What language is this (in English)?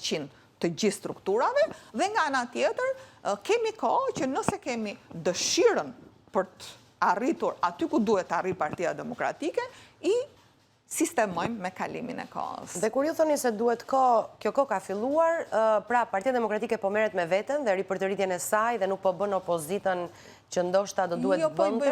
Albanian